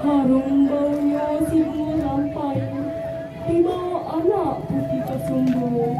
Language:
Minangkabau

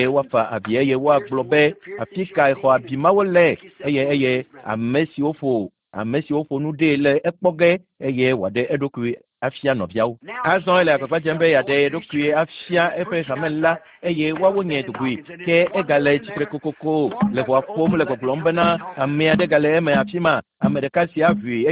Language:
Ewe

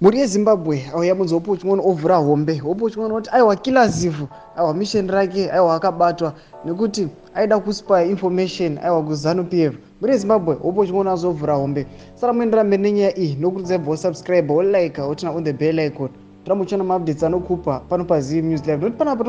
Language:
Shona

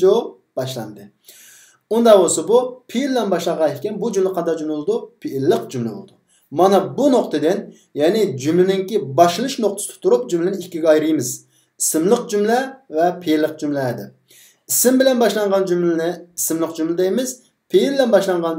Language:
Uyghur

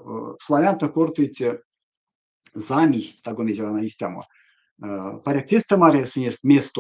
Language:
Erzya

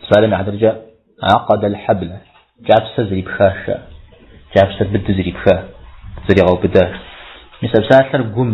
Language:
Kabardian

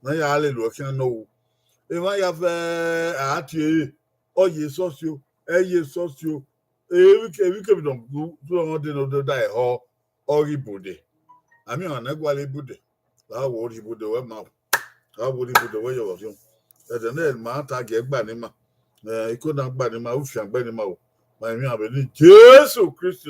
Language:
Bini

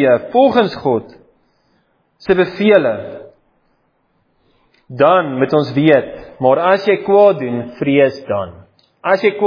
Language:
Afrikaans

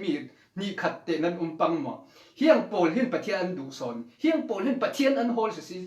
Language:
Falam Chin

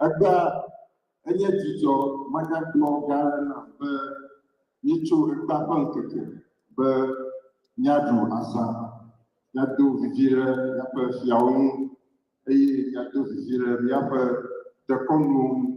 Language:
Ewe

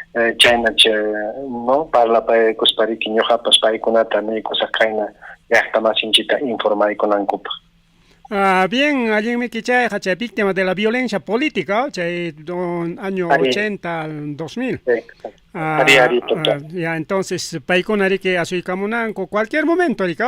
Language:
Ayacucho Quechua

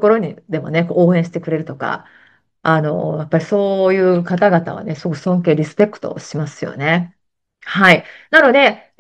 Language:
Japanese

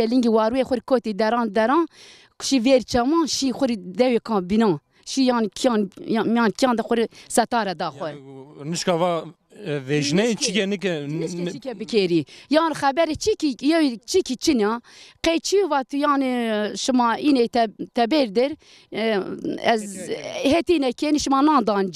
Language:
Zaza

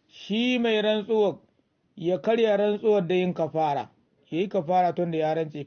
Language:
Hausa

